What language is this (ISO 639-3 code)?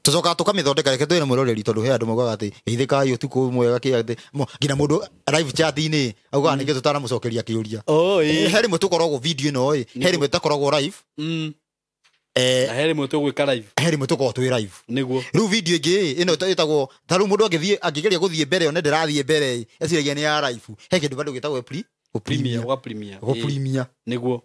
kik